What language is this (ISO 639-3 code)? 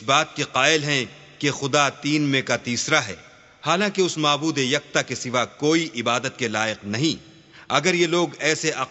urd